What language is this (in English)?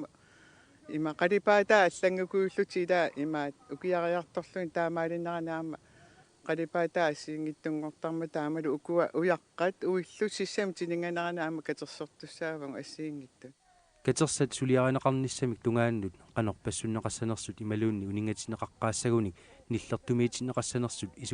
Kalaallisut